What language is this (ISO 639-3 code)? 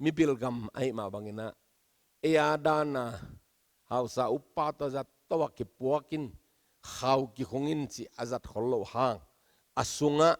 ctd